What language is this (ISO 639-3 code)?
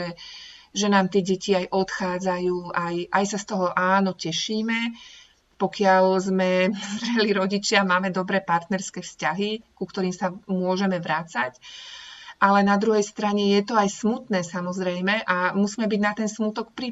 slk